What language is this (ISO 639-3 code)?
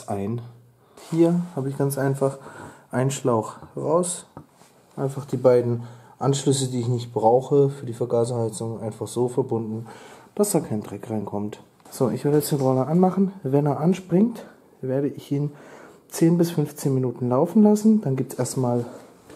deu